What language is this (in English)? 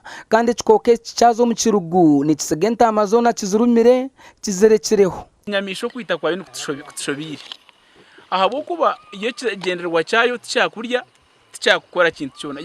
Nyankole